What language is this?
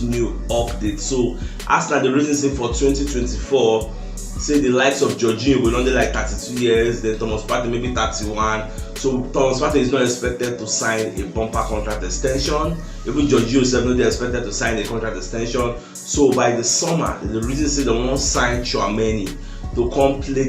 Nigerian Pidgin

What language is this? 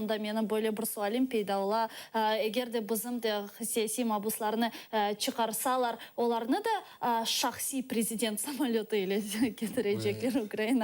Crimean Tatar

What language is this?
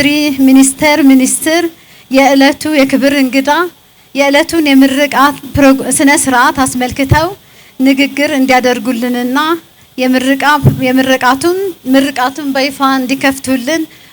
Amharic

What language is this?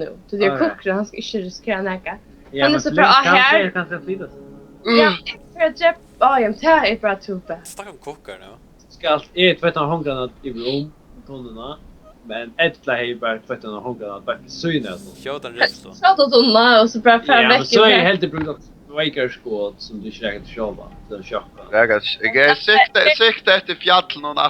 Faroese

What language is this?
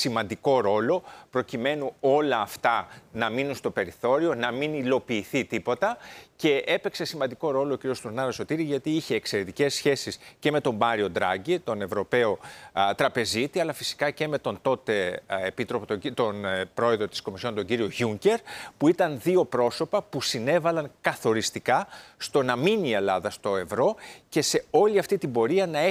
Greek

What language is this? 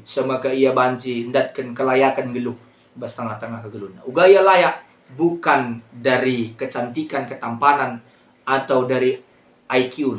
Batak Karo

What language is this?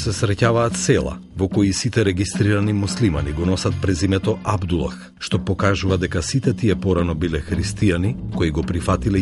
Macedonian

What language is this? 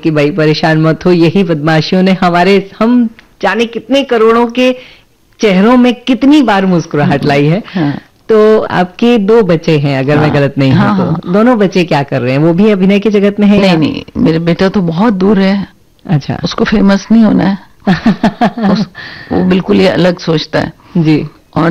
Hindi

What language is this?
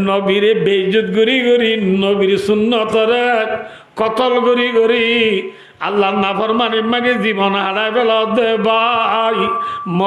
Rohingya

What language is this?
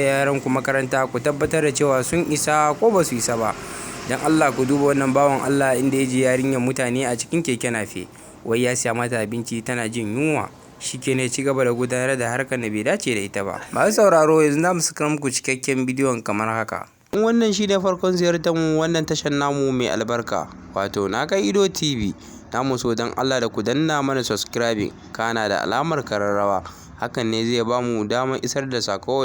Hausa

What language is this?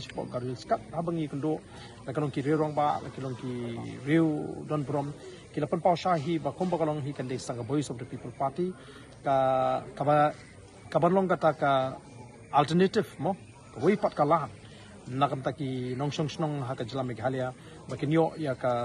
Khasi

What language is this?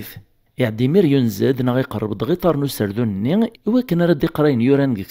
Kabyle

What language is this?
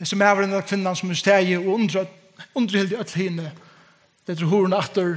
Faroese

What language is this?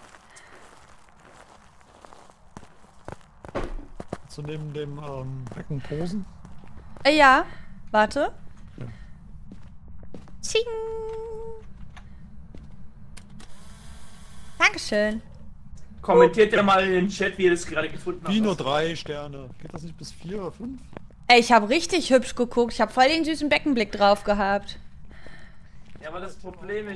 German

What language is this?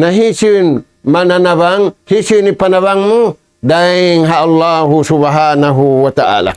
Tausug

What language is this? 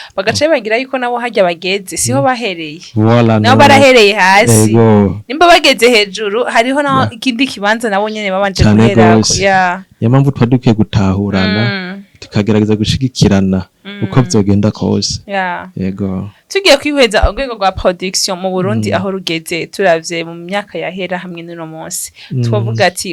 Rundi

